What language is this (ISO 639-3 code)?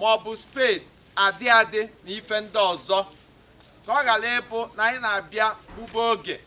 ibo